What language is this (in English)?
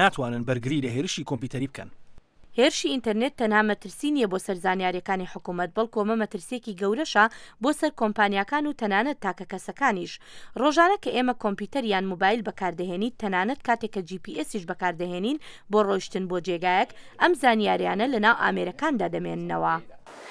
Central Kurdish